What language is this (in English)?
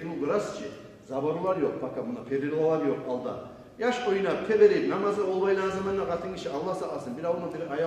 Kumyk